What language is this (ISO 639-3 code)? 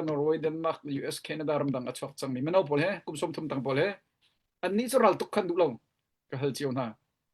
cnh